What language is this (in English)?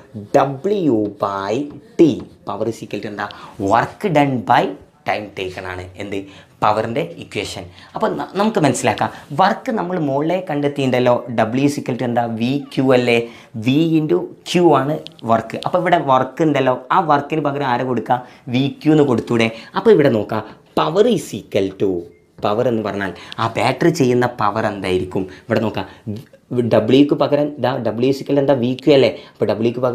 Malayalam